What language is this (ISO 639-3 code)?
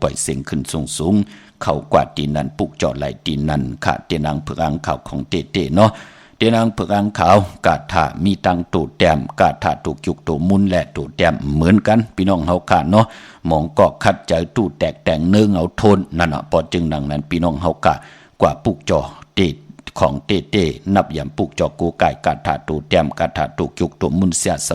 shn